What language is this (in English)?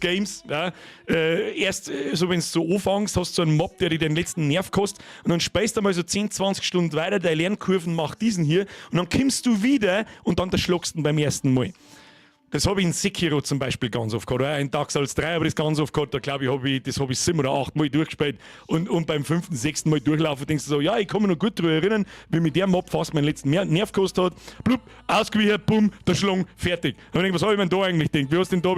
Bavarian